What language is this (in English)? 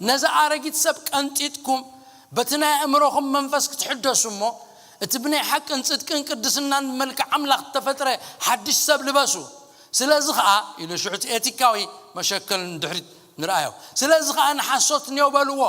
Tigrinya